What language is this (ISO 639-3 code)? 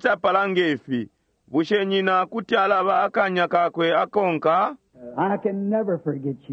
bem